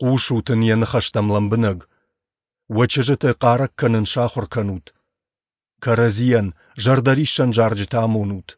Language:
Ossetic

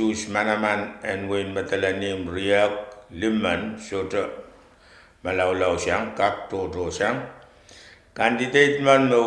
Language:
Pohnpeian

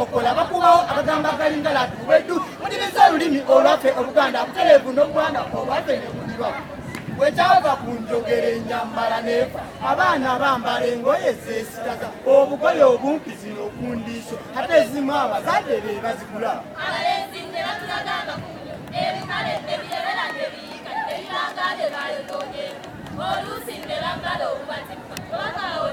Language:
Ganda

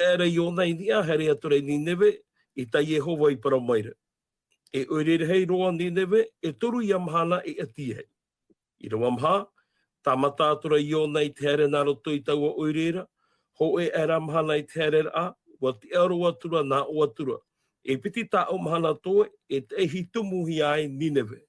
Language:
Tahitian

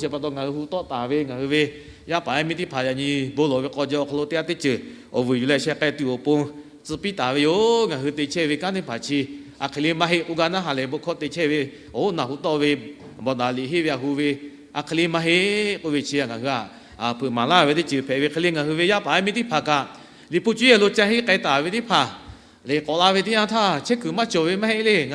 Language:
Lahu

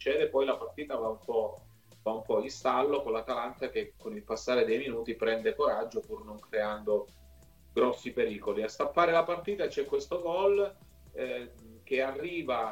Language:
Italian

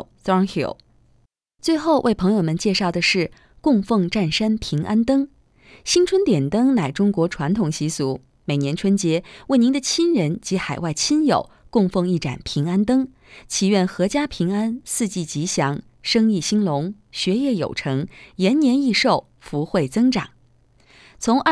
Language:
Chinese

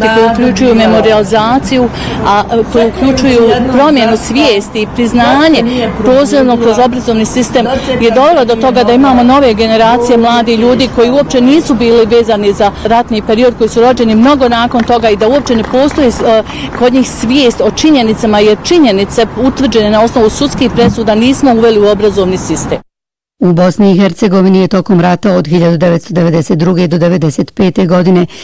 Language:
Bosnian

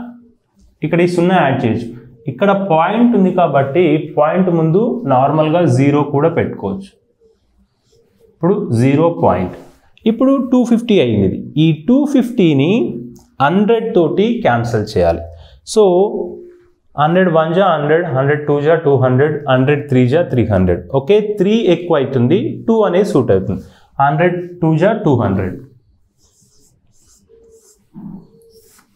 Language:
Telugu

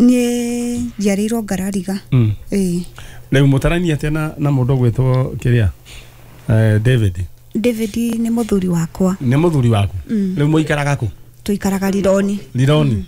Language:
Kikuyu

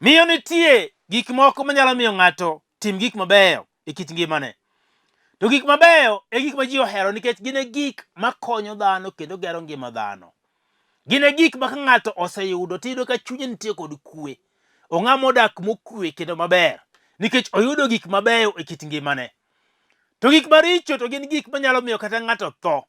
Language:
Luo (Kenya and Tanzania)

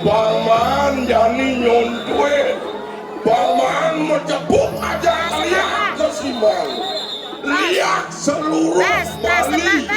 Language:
Balinese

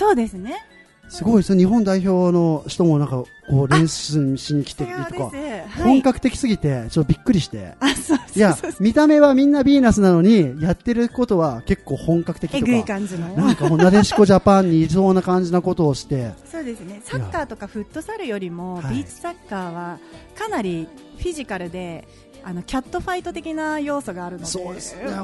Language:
Japanese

